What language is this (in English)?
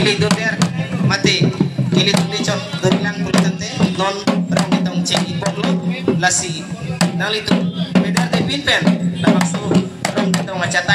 Karbi